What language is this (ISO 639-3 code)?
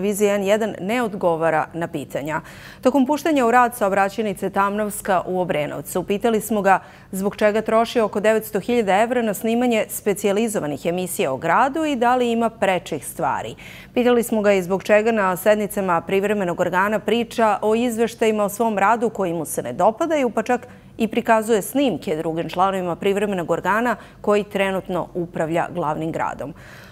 srp